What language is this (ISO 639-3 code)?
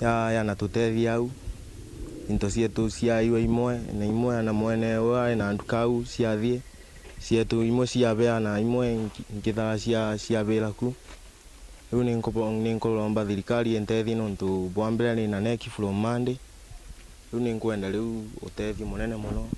mer